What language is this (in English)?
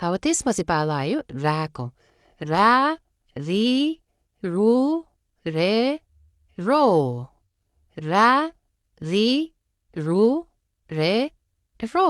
Nepali